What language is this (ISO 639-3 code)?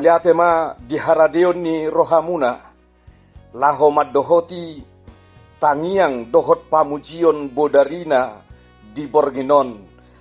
bbc